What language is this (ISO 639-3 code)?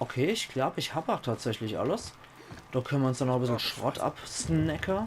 pfl